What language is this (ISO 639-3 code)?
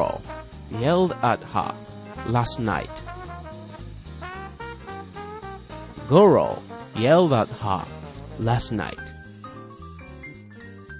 jpn